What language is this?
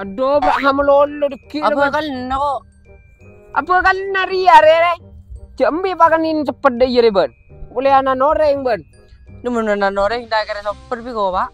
Madurese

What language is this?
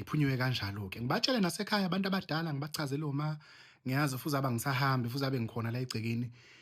Zulu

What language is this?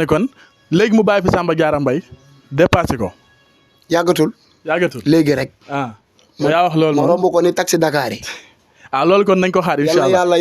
Wolof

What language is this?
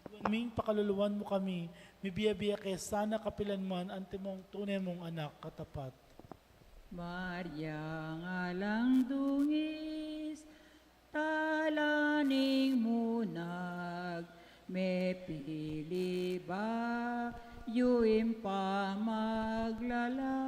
Pampanga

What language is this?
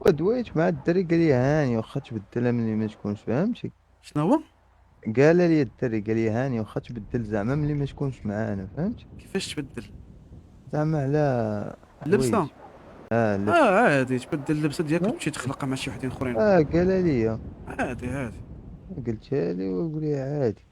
Moroccan Arabic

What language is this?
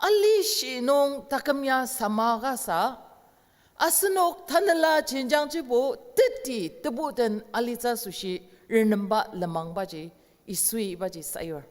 Ao Naga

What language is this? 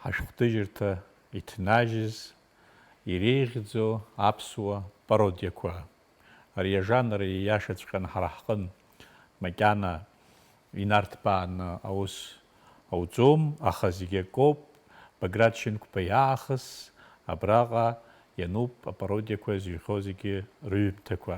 Abkhazian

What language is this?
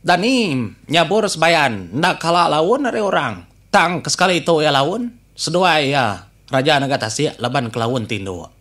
Iban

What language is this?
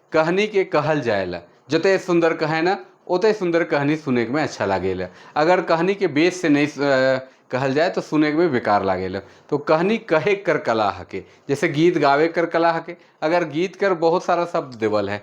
Sadri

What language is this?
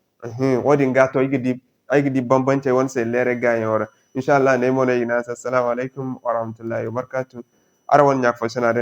Zarma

